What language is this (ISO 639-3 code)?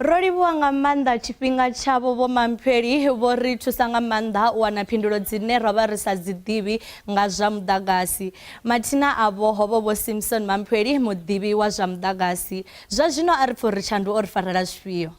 ven